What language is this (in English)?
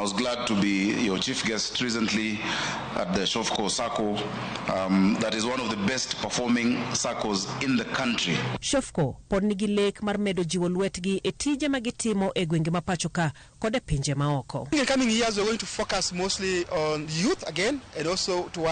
Luo (Kenya and Tanzania)